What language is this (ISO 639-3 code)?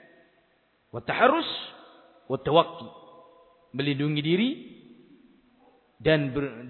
ind